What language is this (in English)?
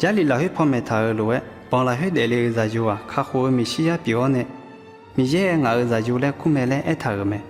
Akha